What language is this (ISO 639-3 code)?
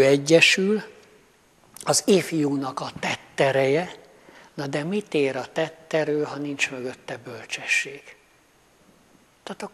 hun